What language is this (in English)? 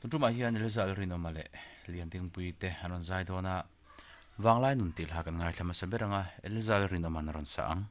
Mizo